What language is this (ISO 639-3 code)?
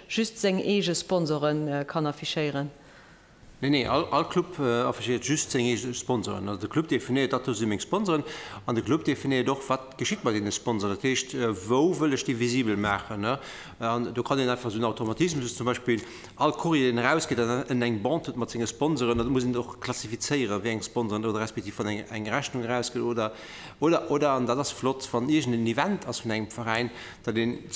ltz